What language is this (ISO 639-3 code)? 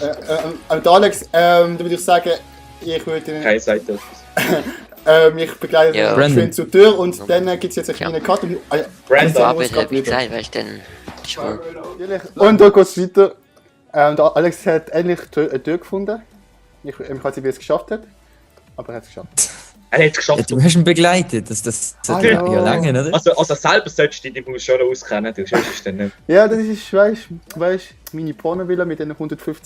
gsw